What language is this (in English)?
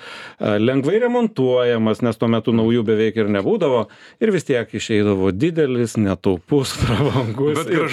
Lithuanian